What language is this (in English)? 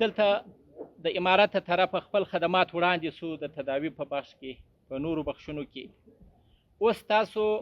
Pashto